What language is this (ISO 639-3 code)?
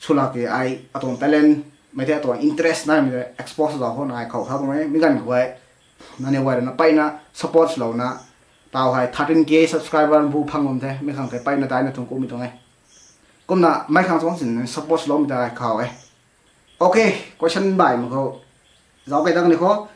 nbu